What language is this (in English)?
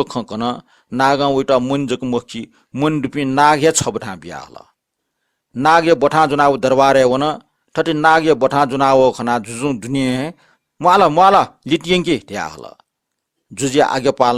Newari